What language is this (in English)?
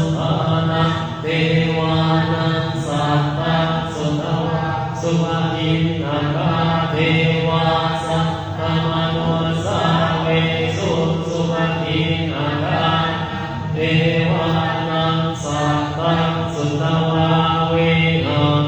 Pali